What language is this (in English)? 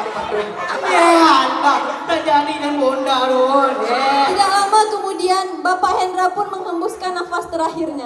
Minangkabau